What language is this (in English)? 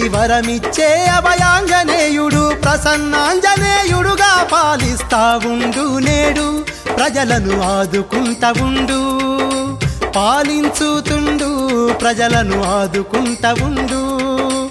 Telugu